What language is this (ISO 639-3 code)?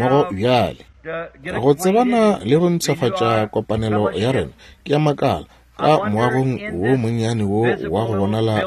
nso